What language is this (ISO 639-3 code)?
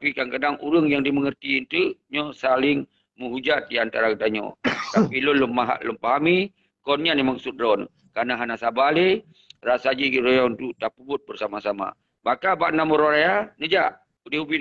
ace